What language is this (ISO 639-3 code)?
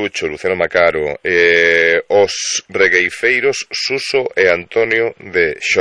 glg